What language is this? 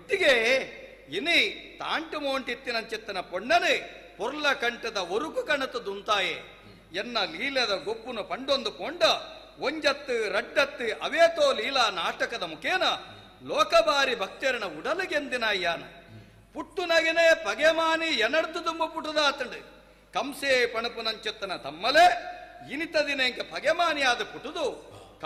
Tulu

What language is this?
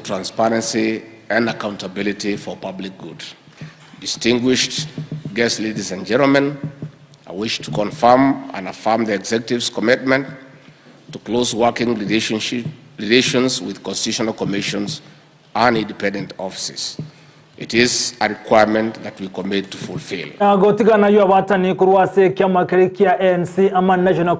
Gusii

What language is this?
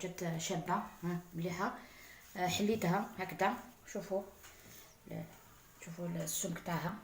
Algerian Arabic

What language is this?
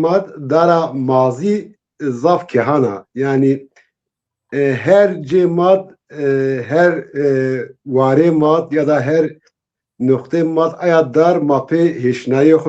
Zaza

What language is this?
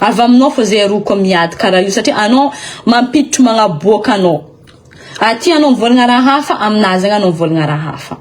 Malagasy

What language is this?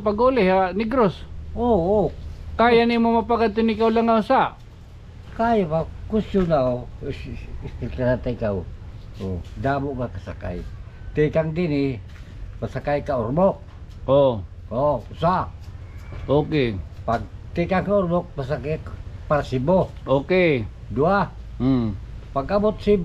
Waray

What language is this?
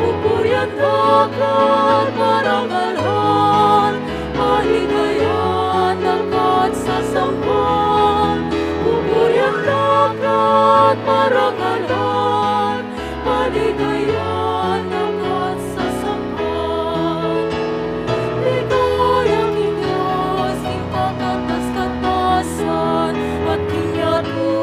Pampanga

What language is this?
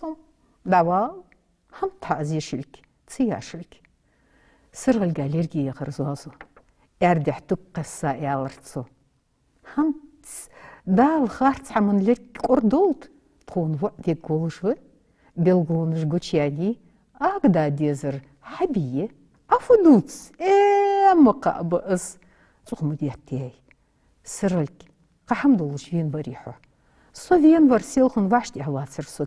Ingush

